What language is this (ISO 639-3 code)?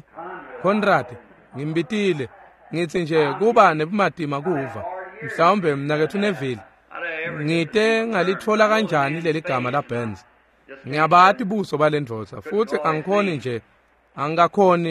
ssw